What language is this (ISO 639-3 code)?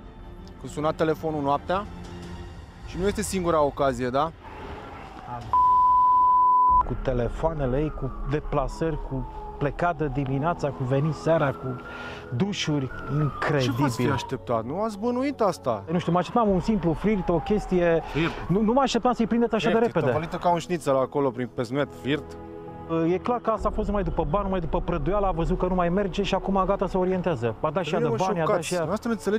ron